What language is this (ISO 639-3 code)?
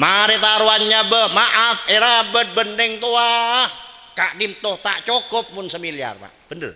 mad